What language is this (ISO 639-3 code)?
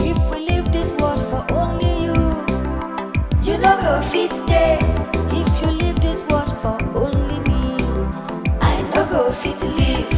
pcm